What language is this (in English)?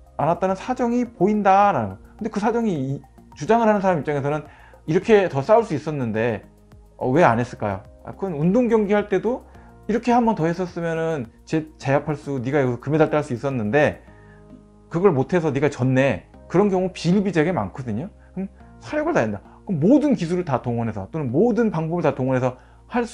Korean